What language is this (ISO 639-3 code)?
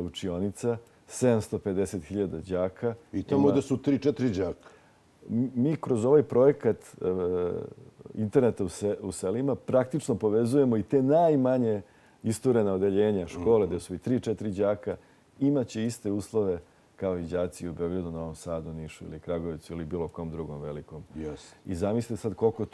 srp